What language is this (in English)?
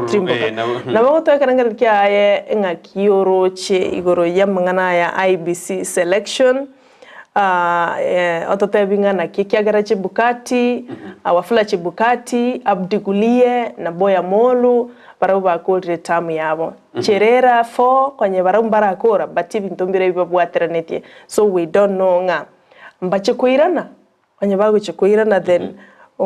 Gusii